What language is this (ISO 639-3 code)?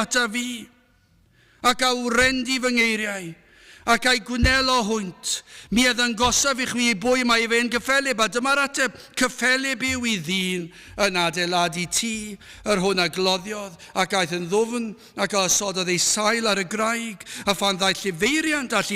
cym